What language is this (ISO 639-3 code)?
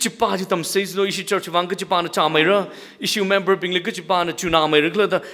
nmf